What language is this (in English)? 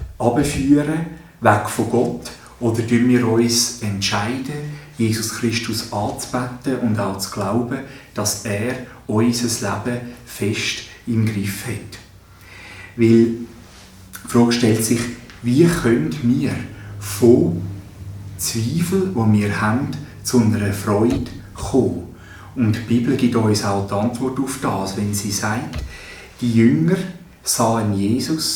Swiss German